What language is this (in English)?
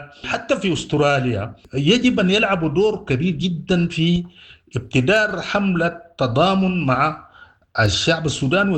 Sudanese Arabic